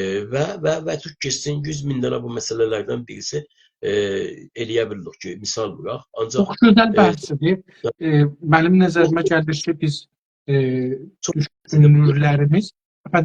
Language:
South Azerbaijani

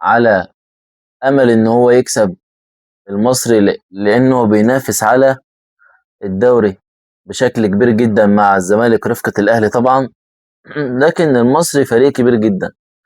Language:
Egyptian Arabic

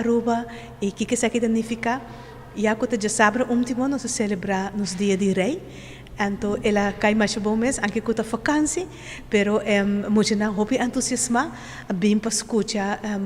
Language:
Papiamento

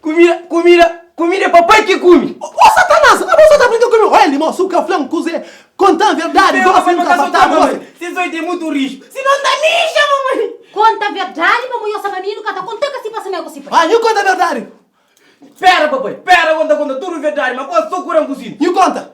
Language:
Kabuverdianu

